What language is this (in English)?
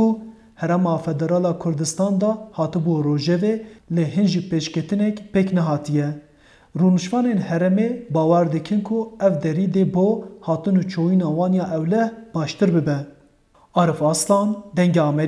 Kurdish